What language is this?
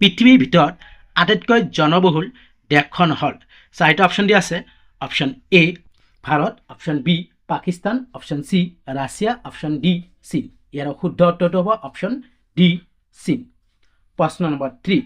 Assamese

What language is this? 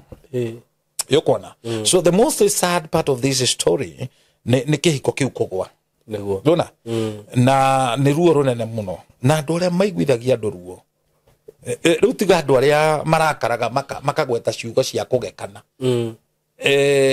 Kikuyu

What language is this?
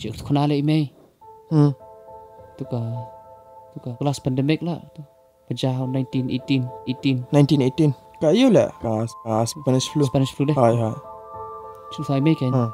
Khasi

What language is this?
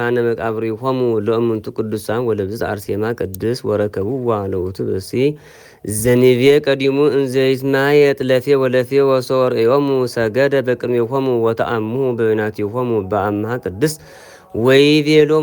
Geez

